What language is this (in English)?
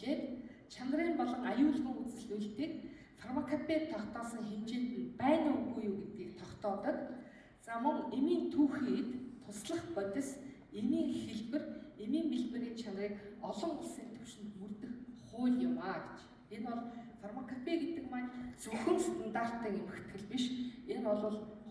Mongolian